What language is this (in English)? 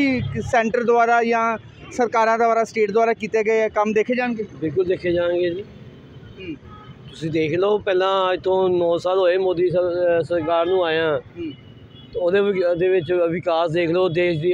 Punjabi